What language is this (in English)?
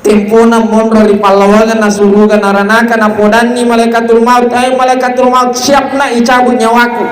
Buginese